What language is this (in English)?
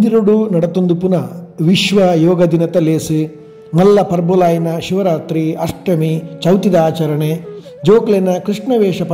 Tulu